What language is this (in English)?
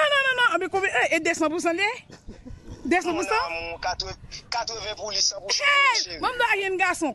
Haitian Creole